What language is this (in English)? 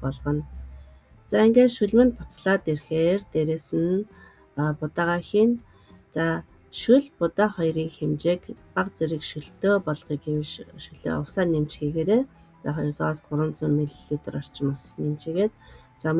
Mongolian